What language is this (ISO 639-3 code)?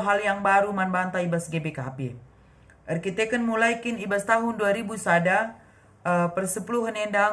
btx